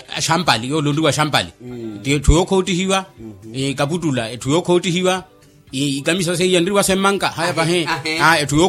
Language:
Makhuwa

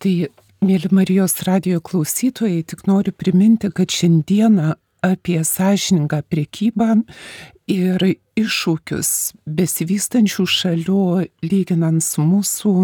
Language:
Lithuanian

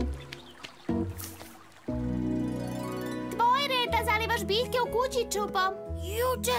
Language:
Serbian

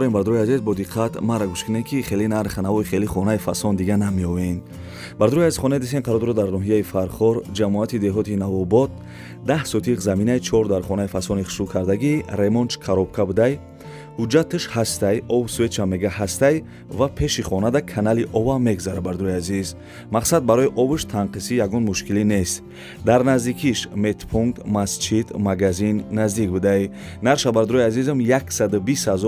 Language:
Tajik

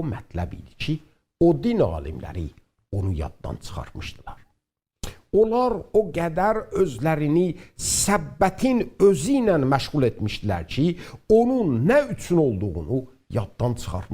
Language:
South Azerbaijani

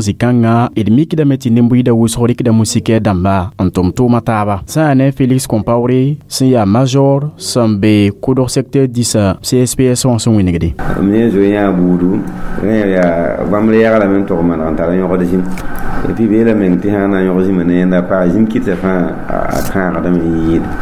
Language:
Mossi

